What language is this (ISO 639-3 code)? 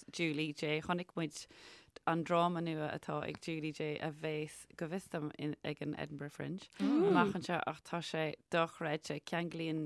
gle